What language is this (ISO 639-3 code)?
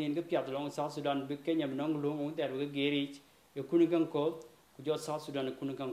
din